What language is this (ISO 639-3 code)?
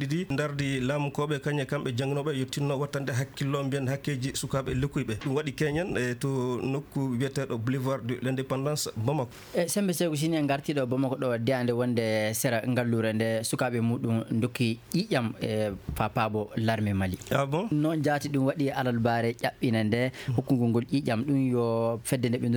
fuv